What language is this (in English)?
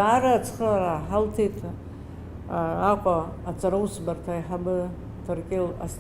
Abkhazian